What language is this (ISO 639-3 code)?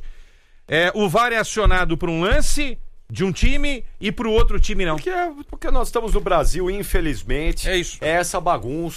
por